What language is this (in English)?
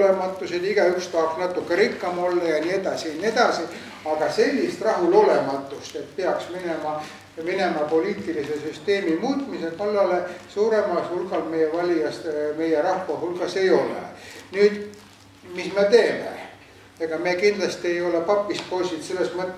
Estonian